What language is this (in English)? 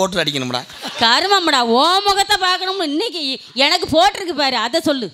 Tamil